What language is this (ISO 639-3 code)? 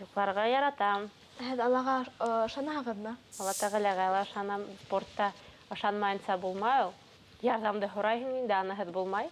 bak